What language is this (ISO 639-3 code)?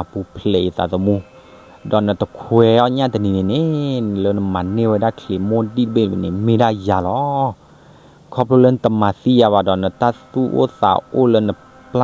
ksw